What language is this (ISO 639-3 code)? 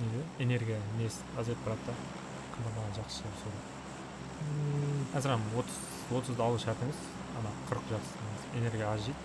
kaa